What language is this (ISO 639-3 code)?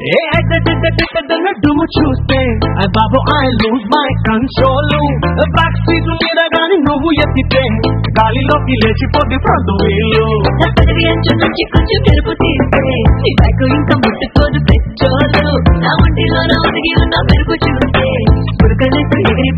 tel